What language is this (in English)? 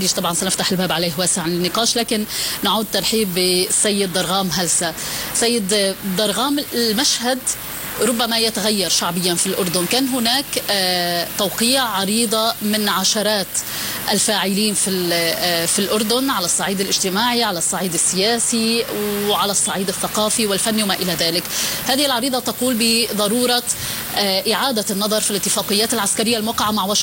Arabic